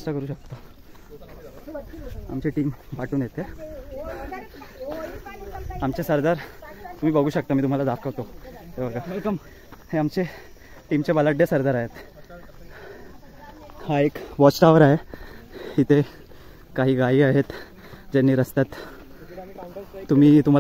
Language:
Marathi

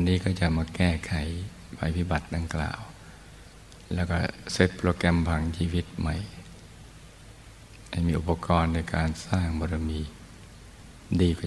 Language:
Thai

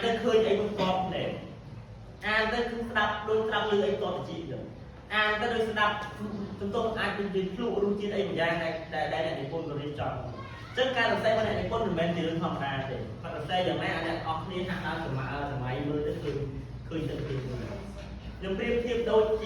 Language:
Khmer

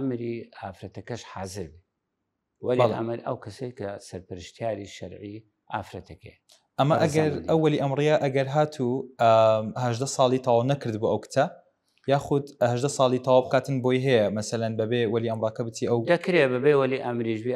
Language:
Central Kurdish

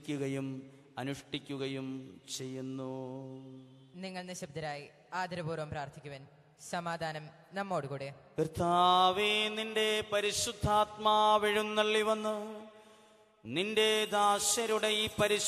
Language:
Malayalam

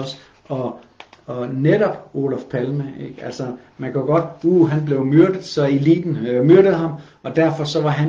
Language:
Danish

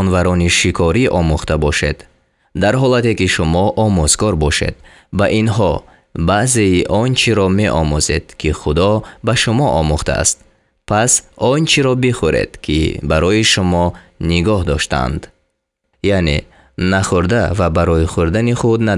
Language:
Tajik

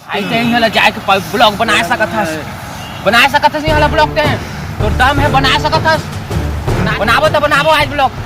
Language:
Chhattisgarhi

